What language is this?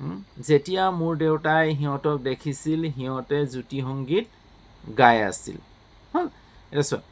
Assamese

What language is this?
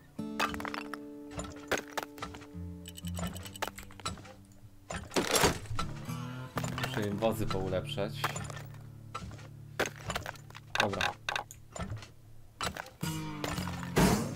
Polish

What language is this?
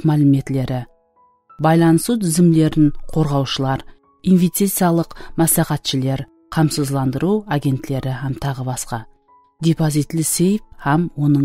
Kara-Kalpak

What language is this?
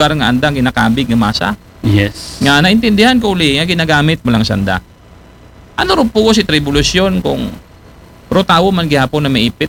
Aklanon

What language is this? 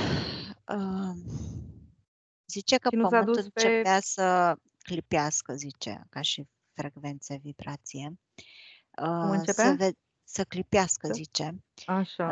Romanian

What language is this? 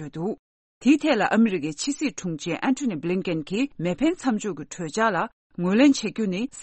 Tibetan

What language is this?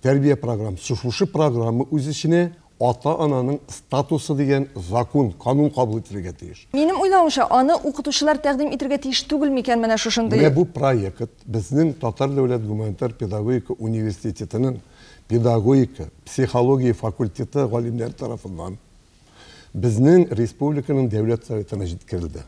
Tatar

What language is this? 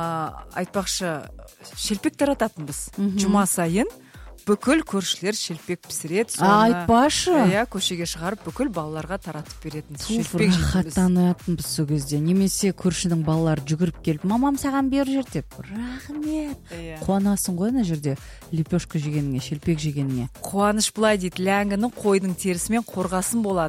Kazakh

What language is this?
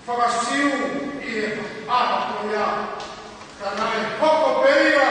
Tongan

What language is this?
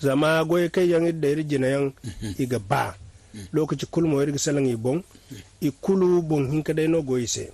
Zarma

